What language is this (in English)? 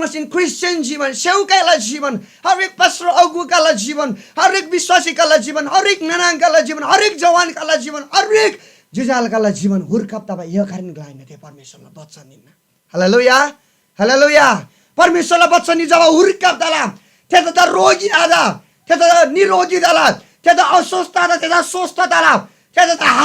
Eastern Tamang